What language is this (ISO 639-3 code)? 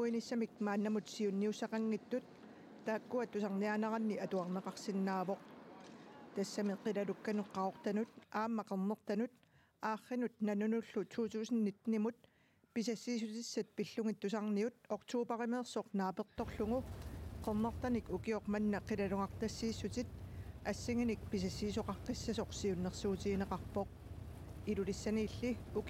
kal